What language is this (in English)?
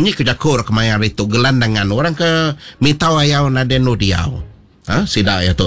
Iban